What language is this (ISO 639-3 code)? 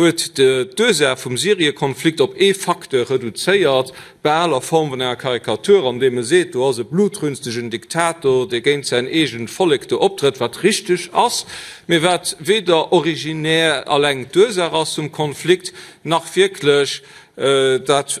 ltz